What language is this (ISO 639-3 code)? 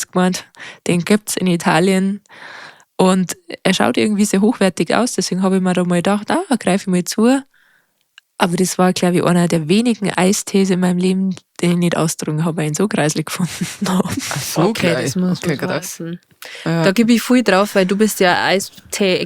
bar